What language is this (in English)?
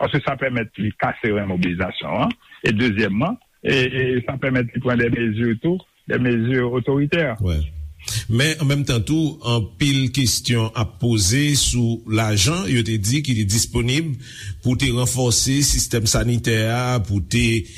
Haitian Creole